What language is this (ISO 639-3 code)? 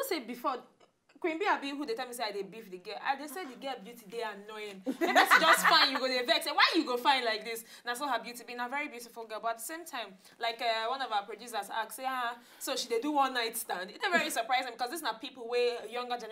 pcm